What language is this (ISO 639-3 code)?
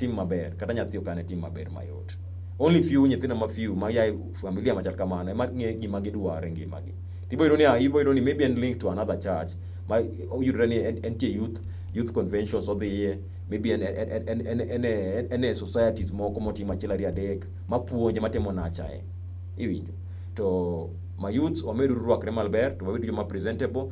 luo